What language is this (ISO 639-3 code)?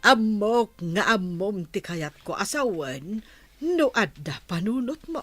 ilo